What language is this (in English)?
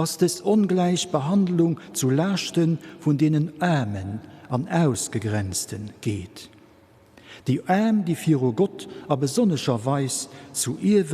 Luxembourgish